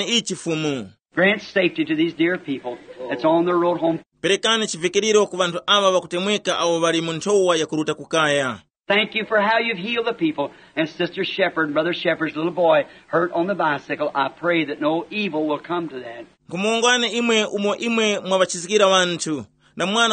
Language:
Tumbuka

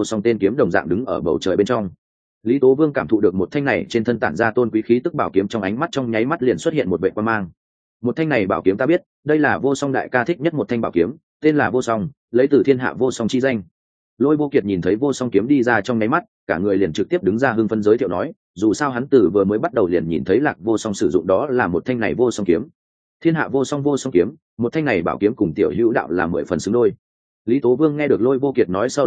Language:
Vietnamese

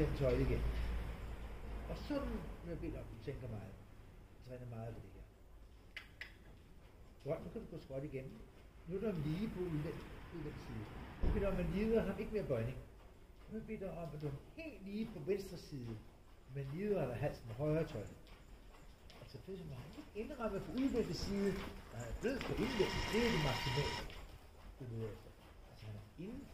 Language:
Danish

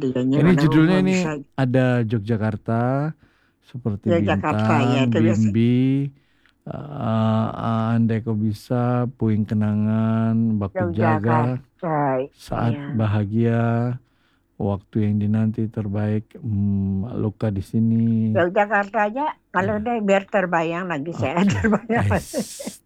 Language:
Indonesian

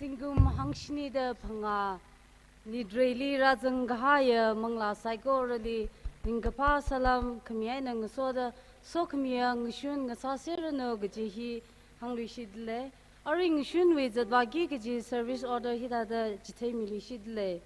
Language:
Tangkhul Naga (India)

